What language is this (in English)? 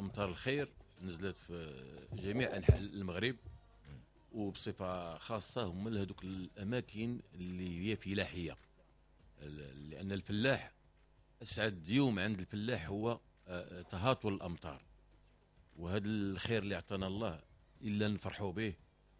Moroccan Arabic